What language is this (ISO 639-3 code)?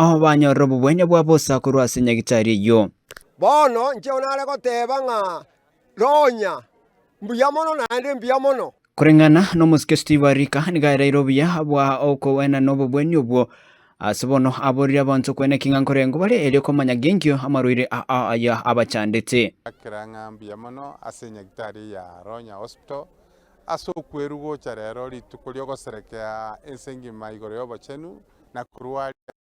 guz